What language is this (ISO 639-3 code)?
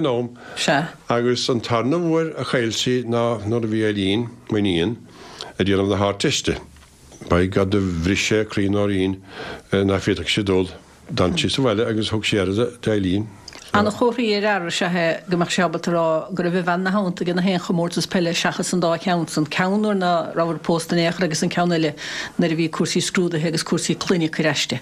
gle